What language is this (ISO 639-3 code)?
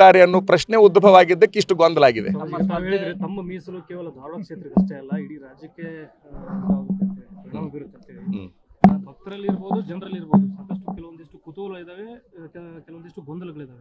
kan